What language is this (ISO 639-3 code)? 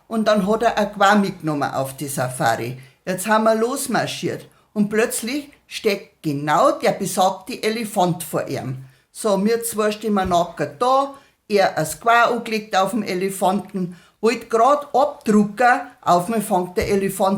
bar